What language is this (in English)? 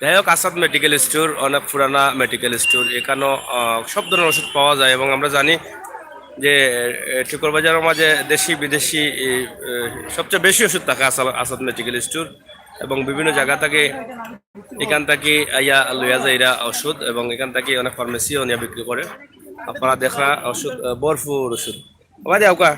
Sylheti